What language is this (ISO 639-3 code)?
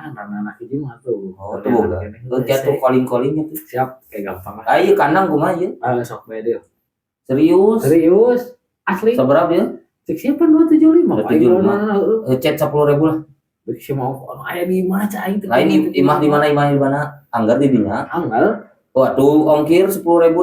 sun